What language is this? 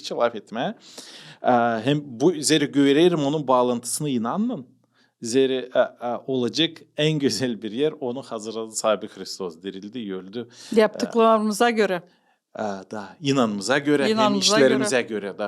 Gagauz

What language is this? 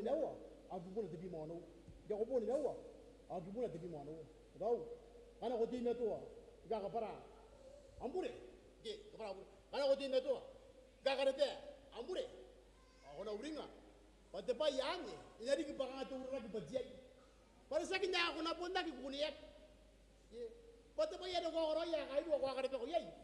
Gilbertese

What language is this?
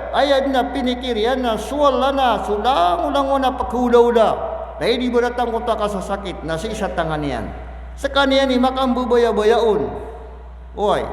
Maranao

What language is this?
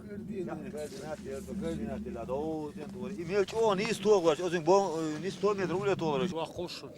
Chechen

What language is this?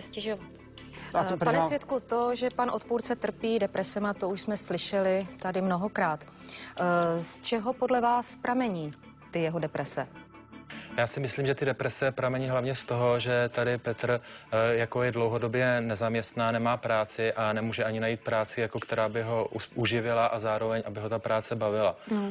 Czech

